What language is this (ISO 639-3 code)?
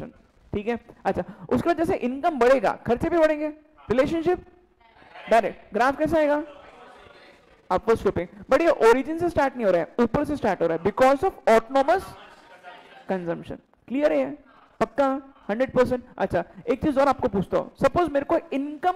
hin